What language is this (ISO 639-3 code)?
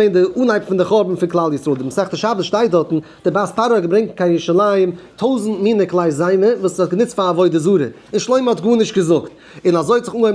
yid